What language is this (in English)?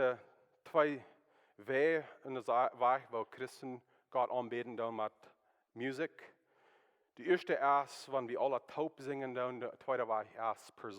Plautdietsch